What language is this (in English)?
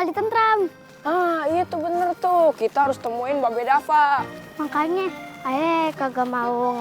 Betawi